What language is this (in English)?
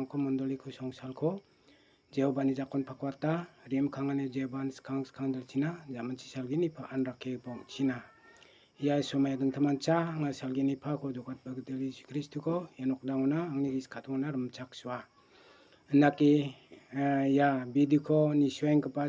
Garo